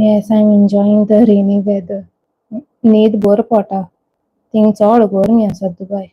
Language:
Konkani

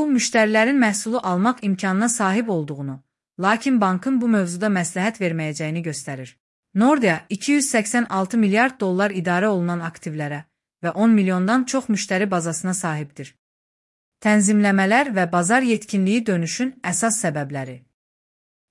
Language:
Azerbaijani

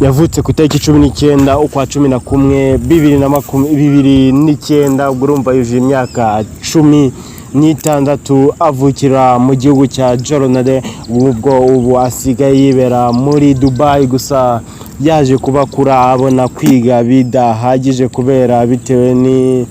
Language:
Kinyarwanda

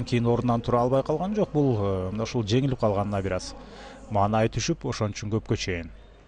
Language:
Kyrgyz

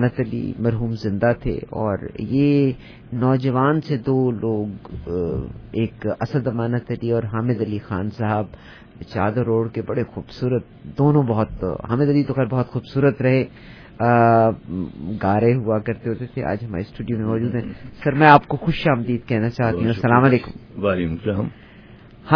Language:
Urdu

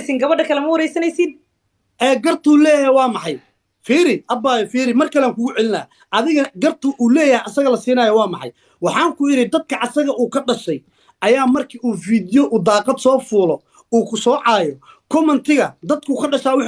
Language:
Somali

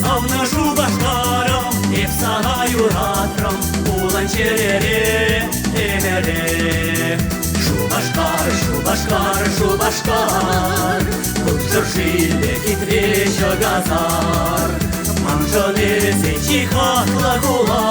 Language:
Chuvash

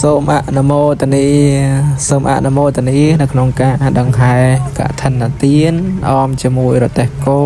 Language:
Khmer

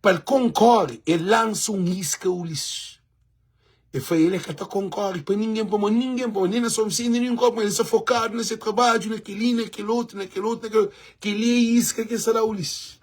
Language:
Kabuverdianu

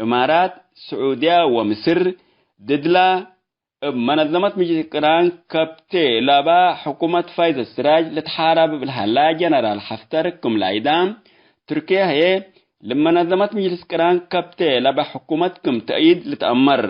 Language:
Tigre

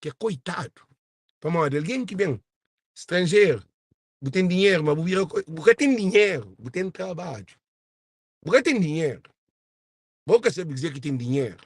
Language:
Kabuverdianu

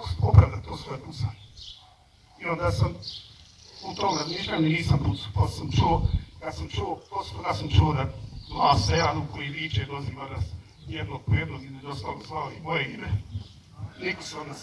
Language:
Bosnian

